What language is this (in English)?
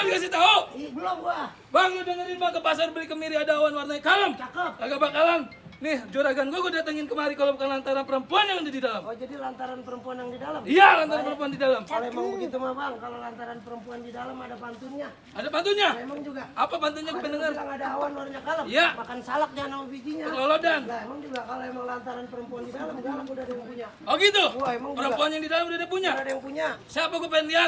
Betawi